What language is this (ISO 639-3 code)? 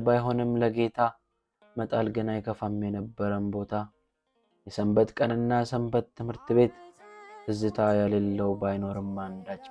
amh